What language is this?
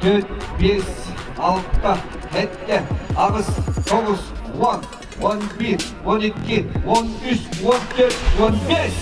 Yakut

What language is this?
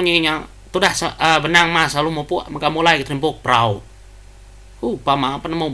Iban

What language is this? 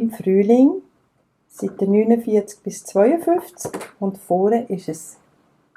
Swiss German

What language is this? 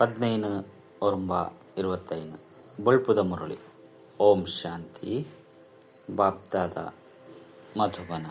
Tulu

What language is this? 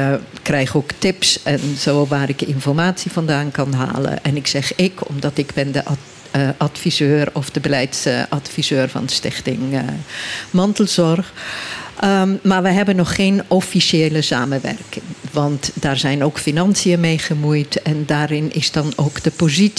Dutch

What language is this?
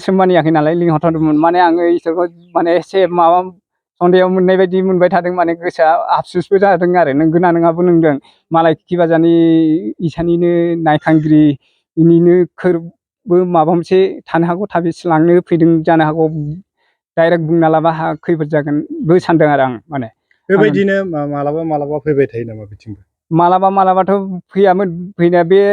Bodo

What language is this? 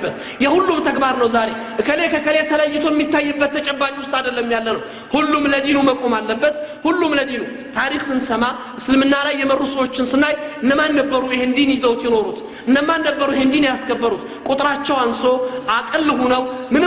Amharic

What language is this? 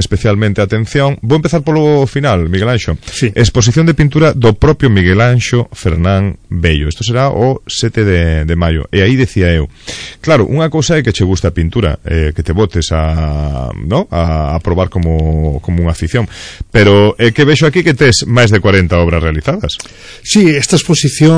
Galician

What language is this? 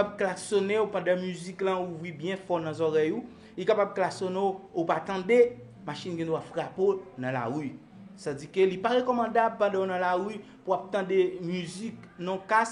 Haitian Creole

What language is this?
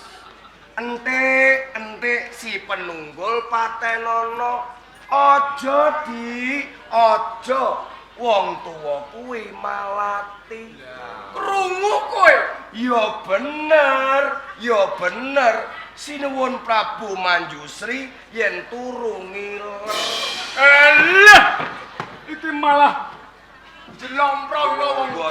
Javanese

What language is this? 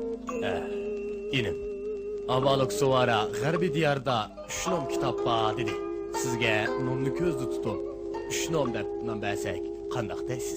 Uyghur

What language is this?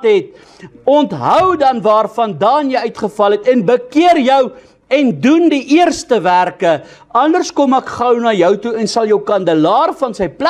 Afrikaans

